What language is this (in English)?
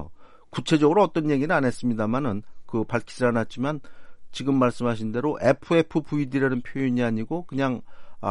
Korean